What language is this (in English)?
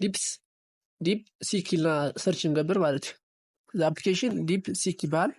Tigrinya